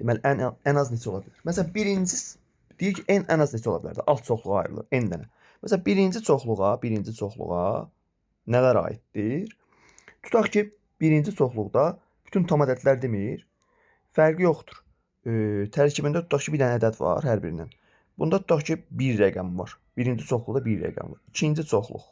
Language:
Azerbaijani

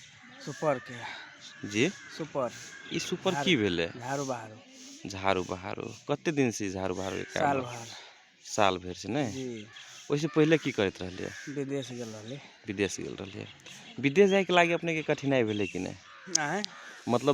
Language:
Magahi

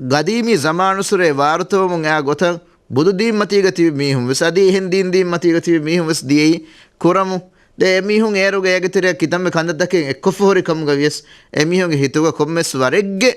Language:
Divehi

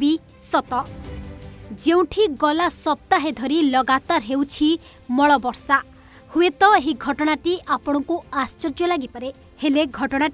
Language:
Odia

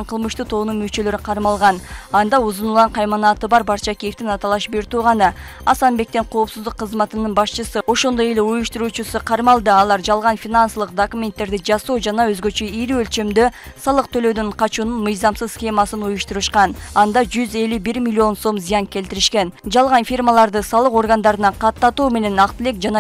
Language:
Kyrgyz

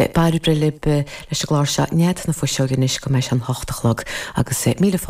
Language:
Irish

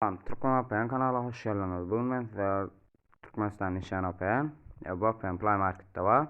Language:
Turkmen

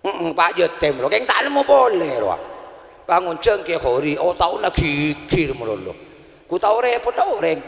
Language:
Madurese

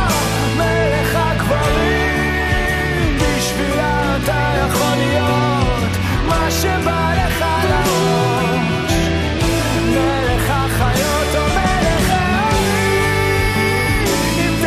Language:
Hebrew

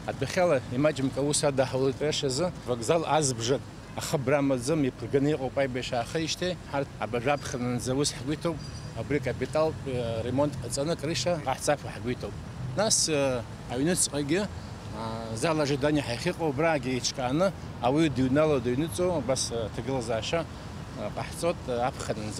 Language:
Abkhazian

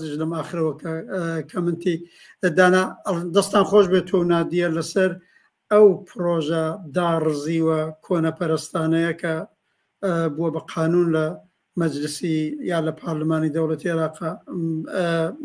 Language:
Central Kurdish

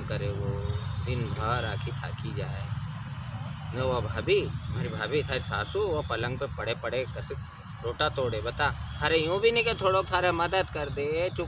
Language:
Rajasthani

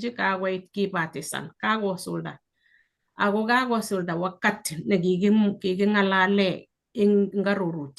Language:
Kalenjin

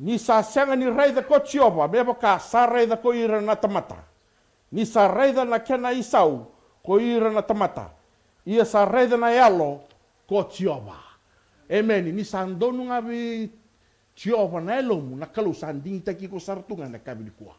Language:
Fijian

